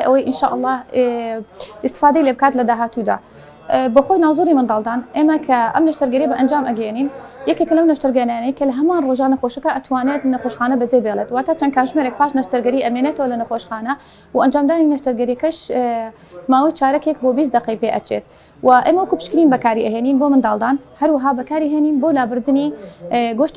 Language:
Central Kurdish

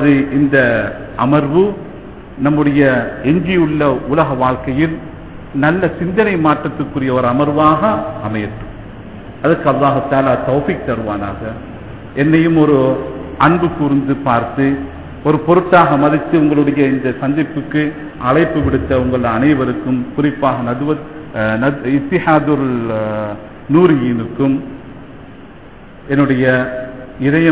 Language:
Tamil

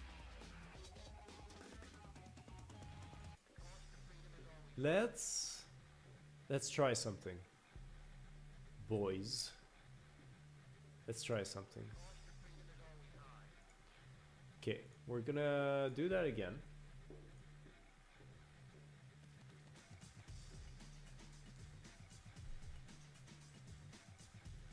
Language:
English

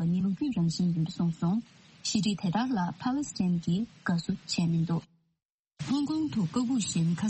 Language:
Tibetan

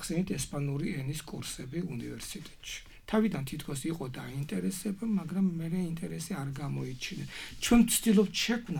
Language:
Georgian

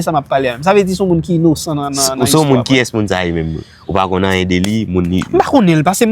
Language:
Haitian Creole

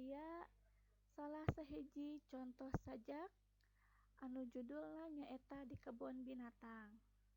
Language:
Sundanese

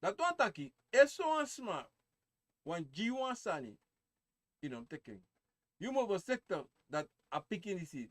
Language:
Sranan Tongo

